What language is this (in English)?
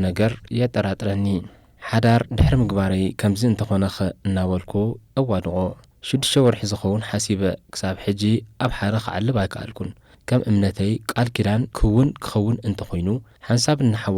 Tigrinya